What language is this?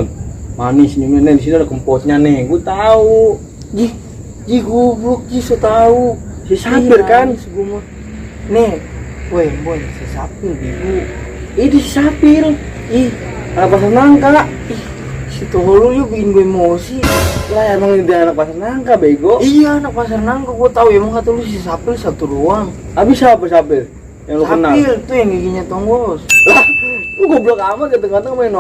Betawi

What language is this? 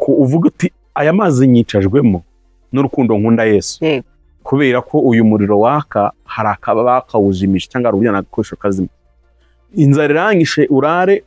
Kinyarwanda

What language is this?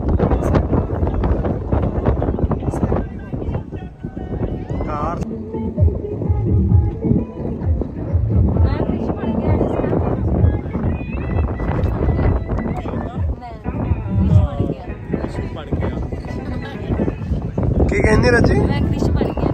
Punjabi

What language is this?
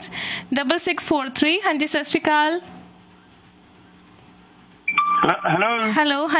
Punjabi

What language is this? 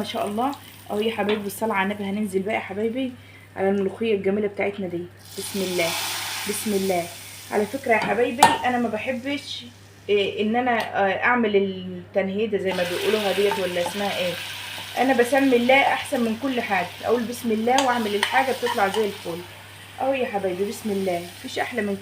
Egyptian Arabic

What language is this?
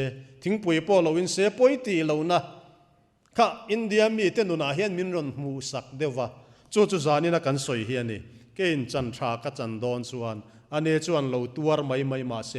Mizo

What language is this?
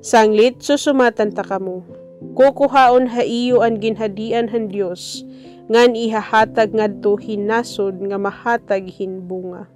Waray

